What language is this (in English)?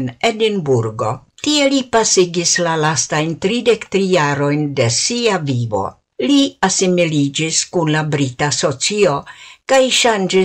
Esperanto